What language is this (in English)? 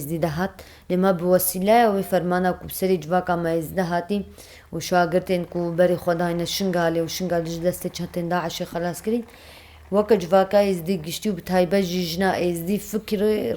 Kurdish